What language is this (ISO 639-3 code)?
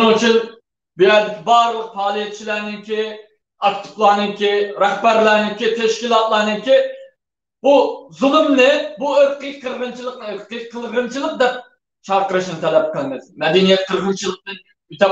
uig